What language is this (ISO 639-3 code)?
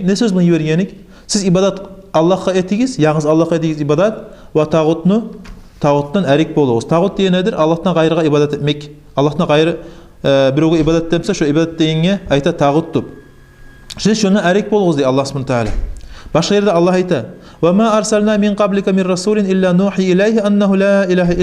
kum